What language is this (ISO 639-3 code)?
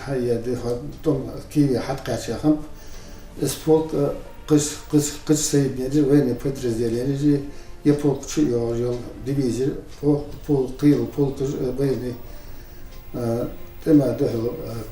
inh